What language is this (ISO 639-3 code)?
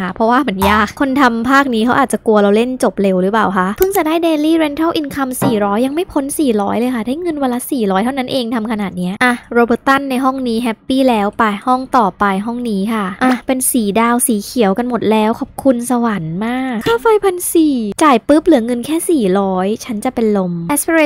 tha